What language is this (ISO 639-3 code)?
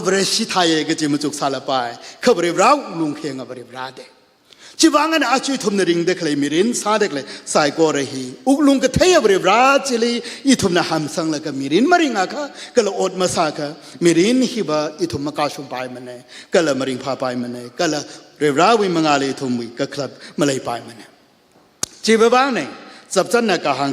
nmf